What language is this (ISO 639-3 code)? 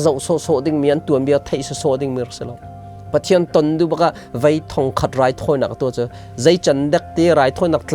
cnh